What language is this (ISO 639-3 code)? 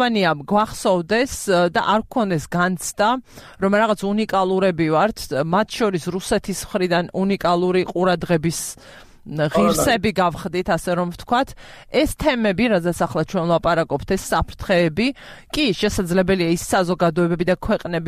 kat